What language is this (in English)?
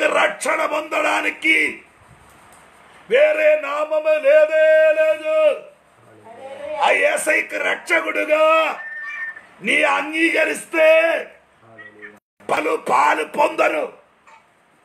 Telugu